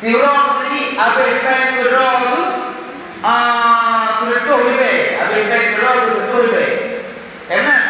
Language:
Achinese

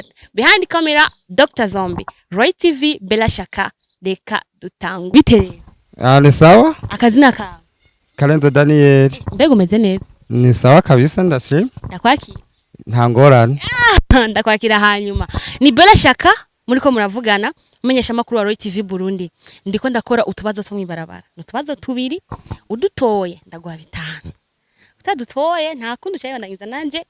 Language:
Rundi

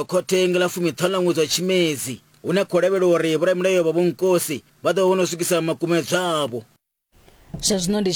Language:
Venda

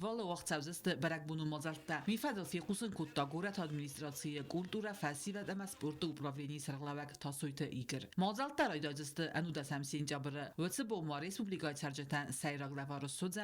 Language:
Ossetic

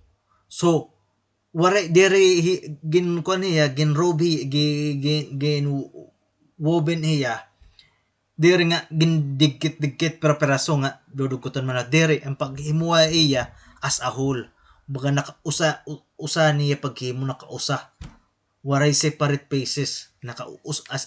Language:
Waray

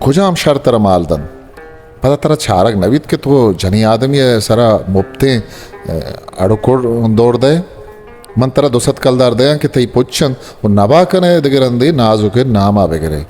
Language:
Eastern Balochi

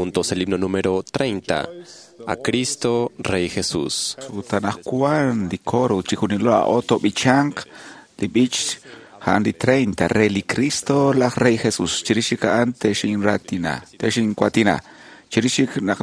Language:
Kekchí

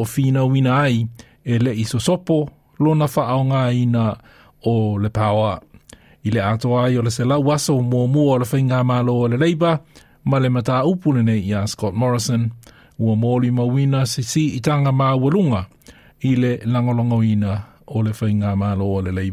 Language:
Samoan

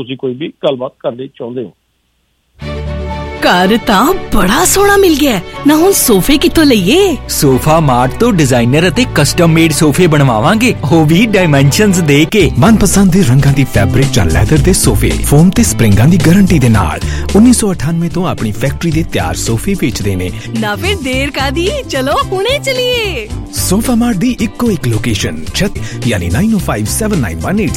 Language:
Punjabi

